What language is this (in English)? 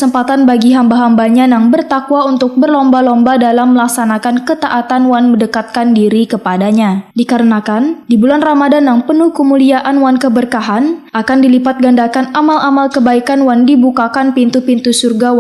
Banjar